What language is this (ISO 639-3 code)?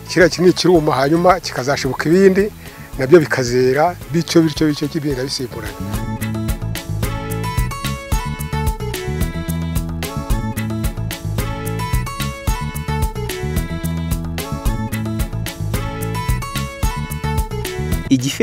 kin